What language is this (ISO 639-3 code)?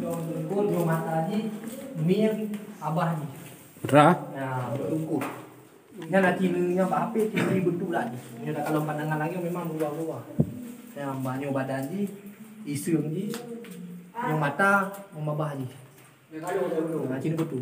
ace